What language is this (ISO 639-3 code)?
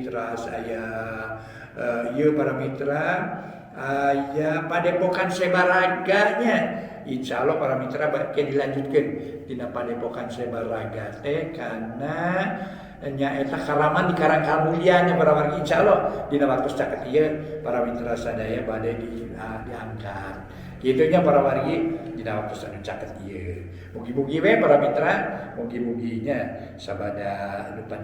sun